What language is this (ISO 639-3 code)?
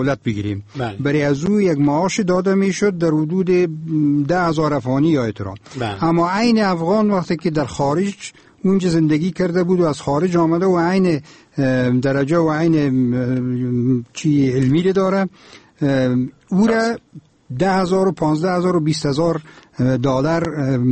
fas